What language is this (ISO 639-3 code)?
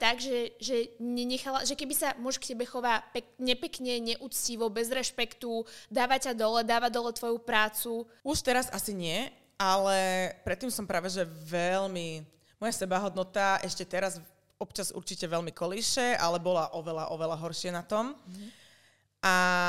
slk